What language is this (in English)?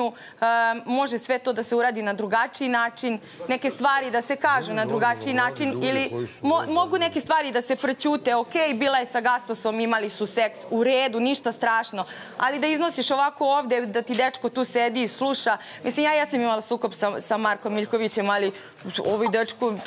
Serbian